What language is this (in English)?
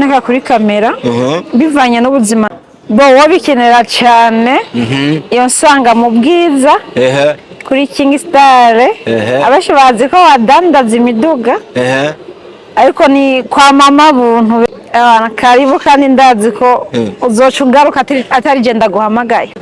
Rundi